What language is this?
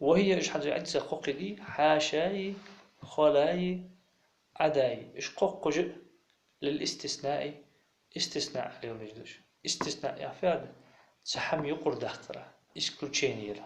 Ingush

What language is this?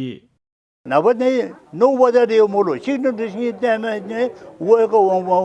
Newari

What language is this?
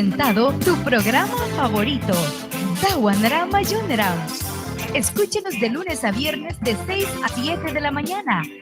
Mískito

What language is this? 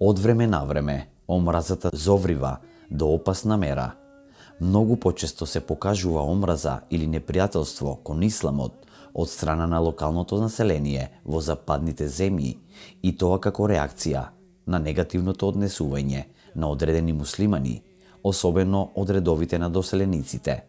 Macedonian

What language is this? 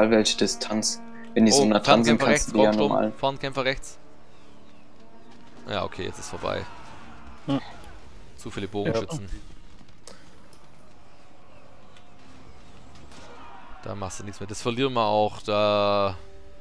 German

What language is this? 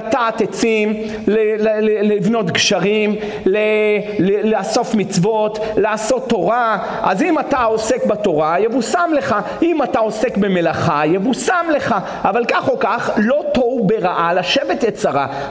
Hebrew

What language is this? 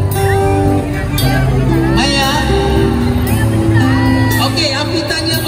Malay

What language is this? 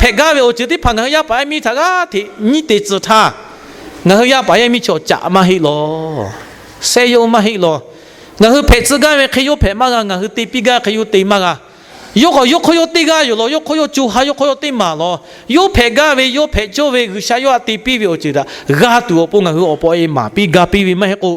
Lahu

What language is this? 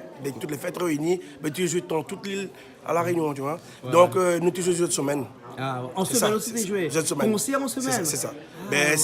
Réunion Creole French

